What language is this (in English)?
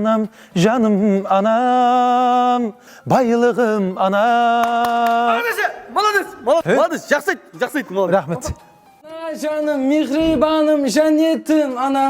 Kara-Kalpak